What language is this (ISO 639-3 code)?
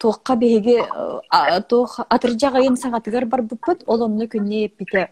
sah